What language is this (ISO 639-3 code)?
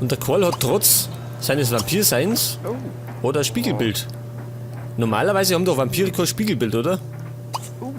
bar